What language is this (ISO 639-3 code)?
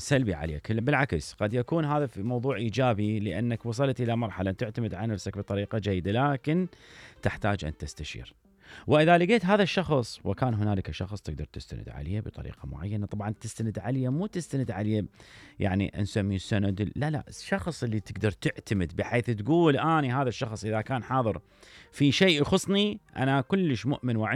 acm